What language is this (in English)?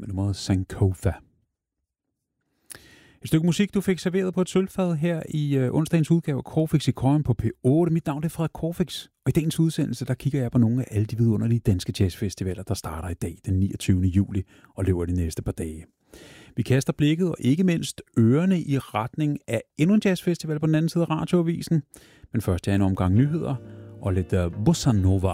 Danish